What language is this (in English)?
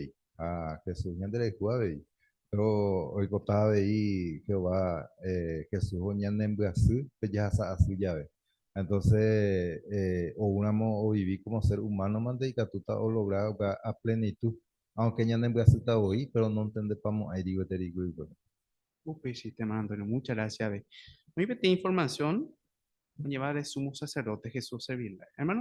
Guarani